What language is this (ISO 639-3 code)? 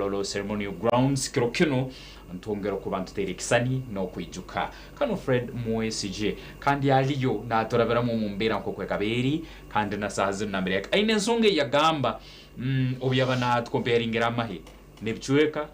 nyn